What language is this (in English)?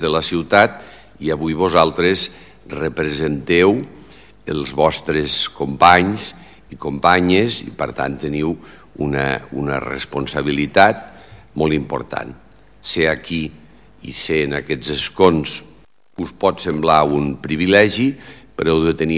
Catalan